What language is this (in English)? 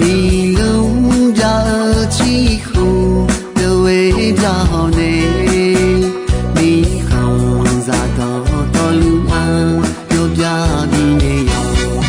Akha